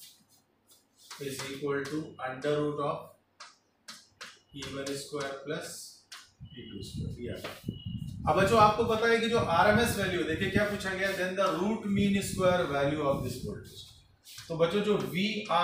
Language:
Hindi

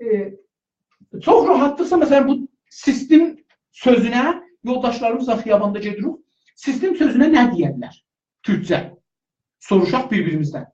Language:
South Azerbaijani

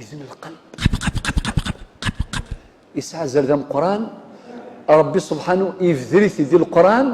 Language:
Kabyle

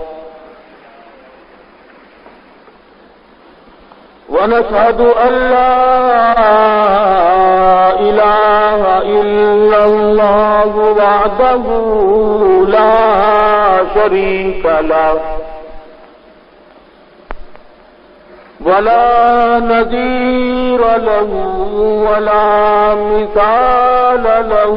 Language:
Urdu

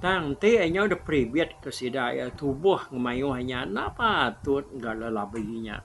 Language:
Iban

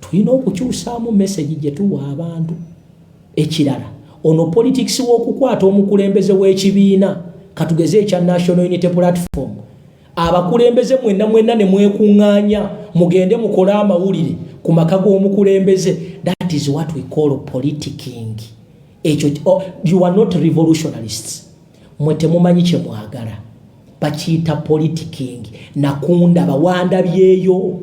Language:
Ganda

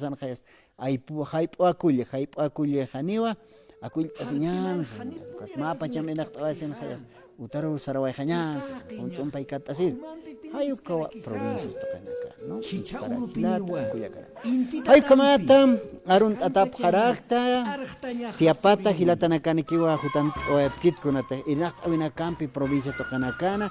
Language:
Aymara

